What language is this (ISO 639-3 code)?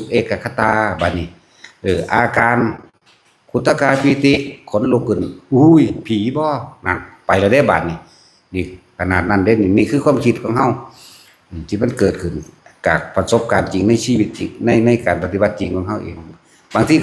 lao